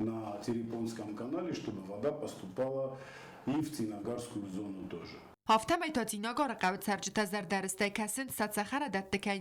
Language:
Ossetic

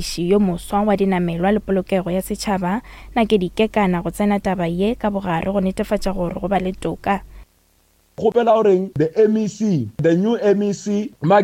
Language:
Northern Sotho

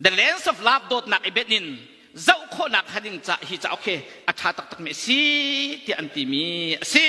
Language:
Hakha Chin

